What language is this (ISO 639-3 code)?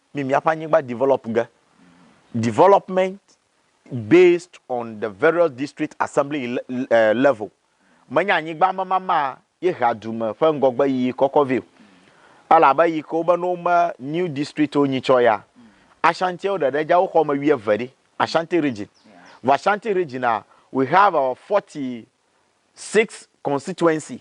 ewe